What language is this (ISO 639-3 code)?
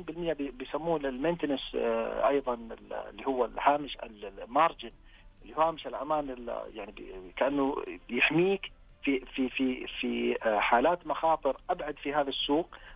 ars